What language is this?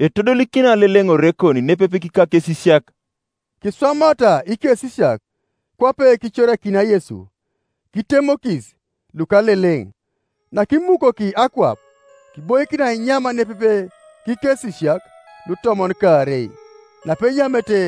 Teso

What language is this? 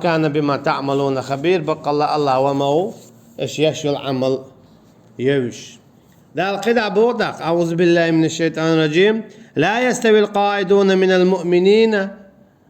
Chechen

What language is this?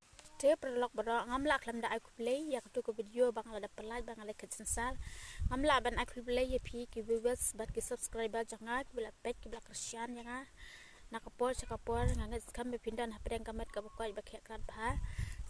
Khasi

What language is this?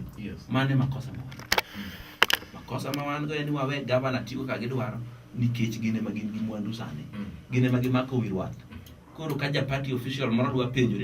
Luo (Kenya and Tanzania)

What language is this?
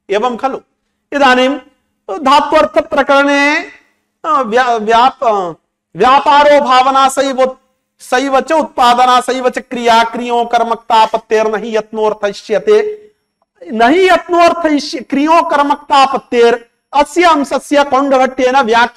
Sanskrit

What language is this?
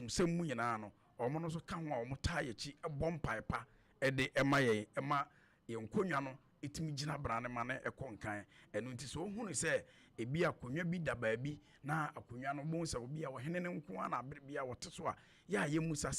Akan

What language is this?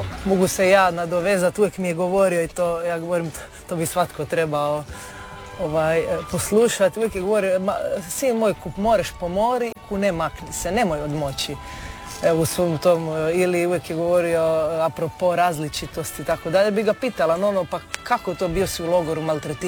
Croatian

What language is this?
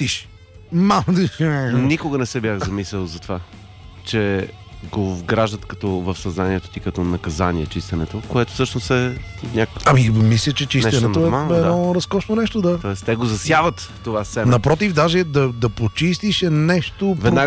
Bulgarian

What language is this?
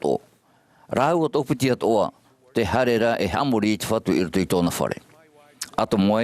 Tahitian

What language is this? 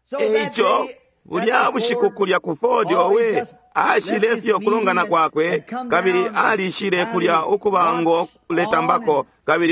Bemba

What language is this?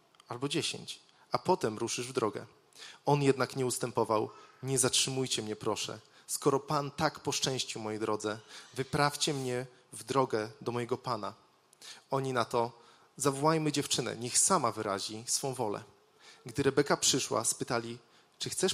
Polish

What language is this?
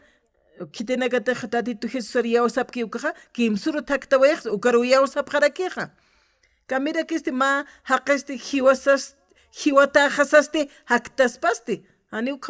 Aymara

